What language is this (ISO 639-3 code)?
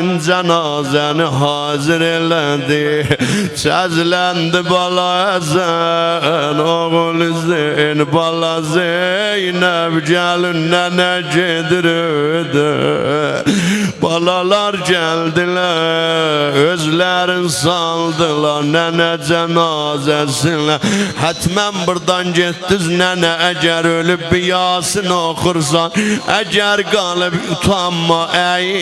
azb